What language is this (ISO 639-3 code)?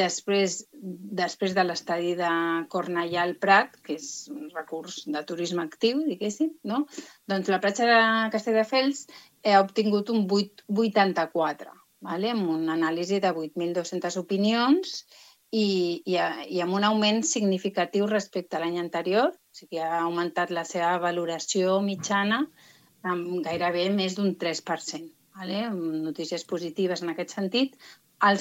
cat